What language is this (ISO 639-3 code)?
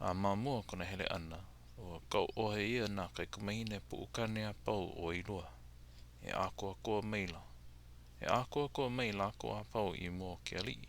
haw